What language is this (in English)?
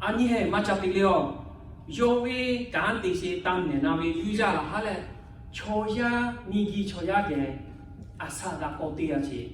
Lahu